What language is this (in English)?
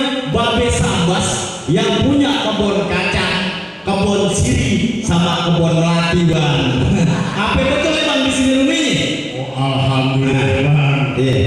Betawi